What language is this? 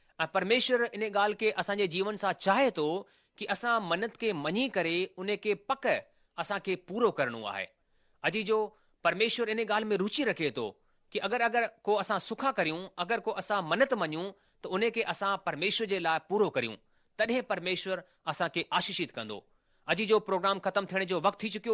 Sindhi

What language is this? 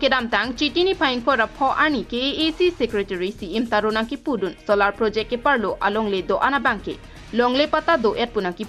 Karbi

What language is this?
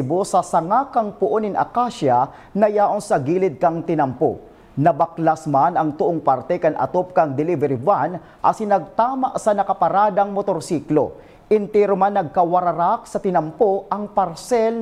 Bikol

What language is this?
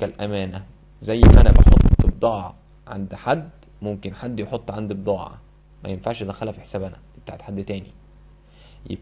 Egyptian Arabic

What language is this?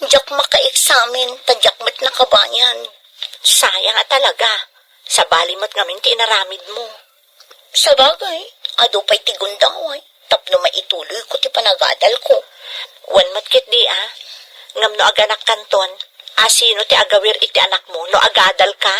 Iloko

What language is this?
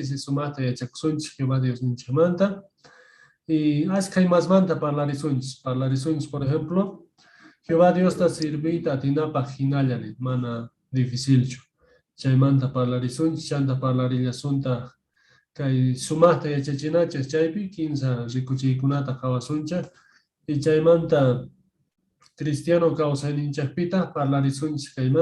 Quechua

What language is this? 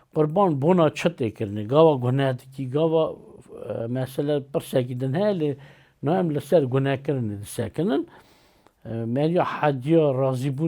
Kurdish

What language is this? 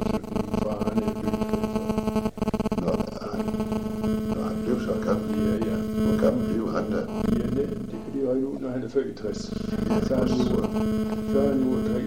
Danish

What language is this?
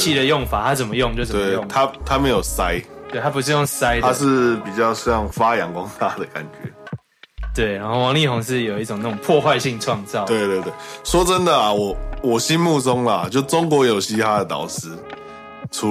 Chinese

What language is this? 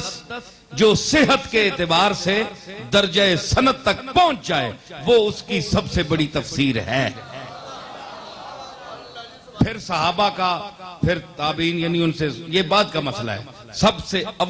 Urdu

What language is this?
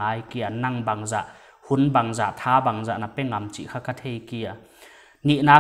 Paite Chin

